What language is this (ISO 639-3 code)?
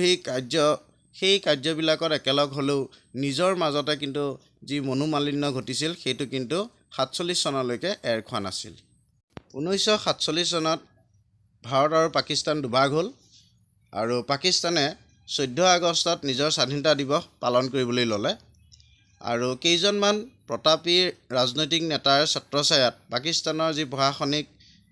asm